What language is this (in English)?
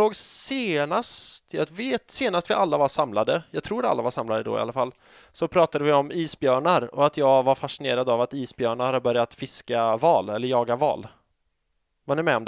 Swedish